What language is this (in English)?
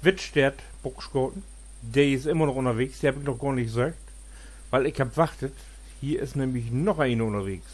Low German